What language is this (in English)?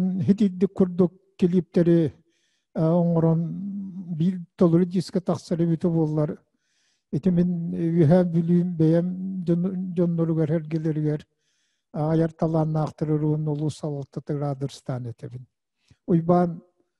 Yakut